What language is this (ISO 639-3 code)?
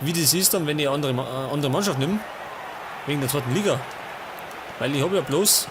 bar